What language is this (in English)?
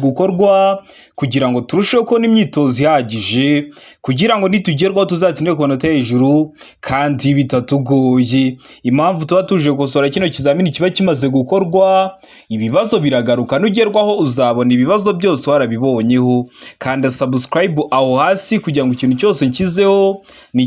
Kinyarwanda